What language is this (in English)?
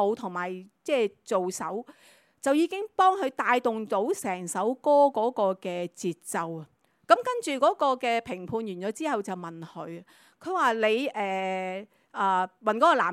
Cantonese